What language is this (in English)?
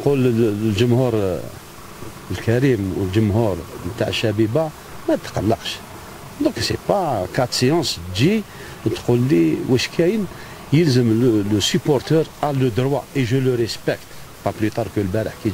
Algerian Arabic